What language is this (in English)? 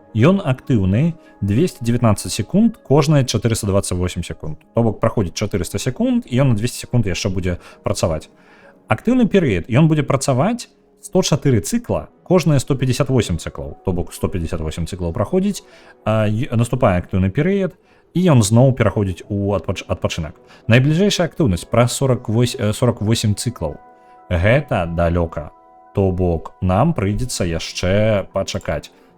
Belarusian